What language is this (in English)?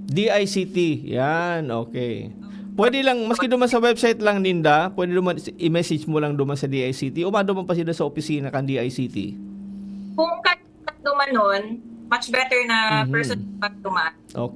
Bikol